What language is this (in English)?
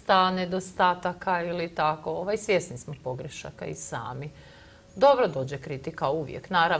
Croatian